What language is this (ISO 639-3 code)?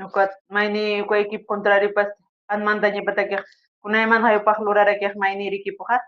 aym